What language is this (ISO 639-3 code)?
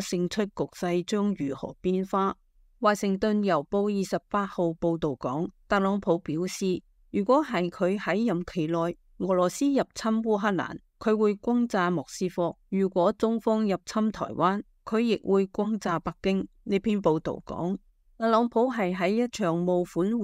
yue